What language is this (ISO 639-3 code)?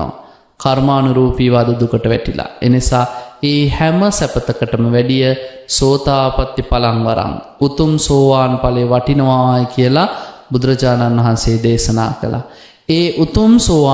sin